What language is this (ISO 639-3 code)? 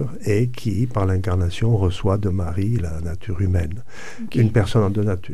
fra